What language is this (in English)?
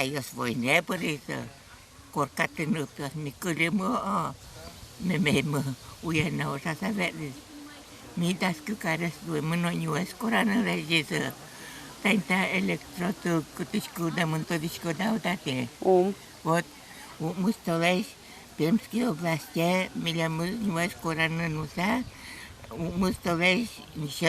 Udmurt